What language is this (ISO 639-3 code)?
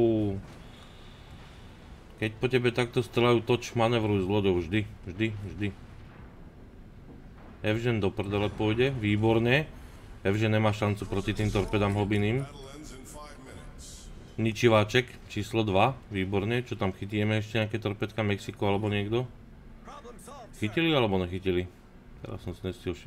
slk